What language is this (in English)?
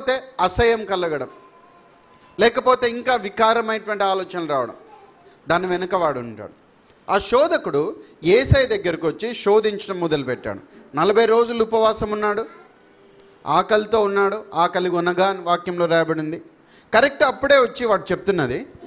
Telugu